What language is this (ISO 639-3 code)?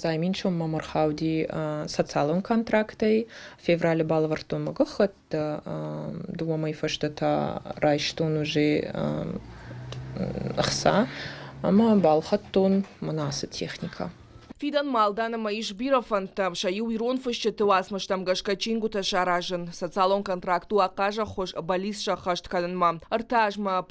oss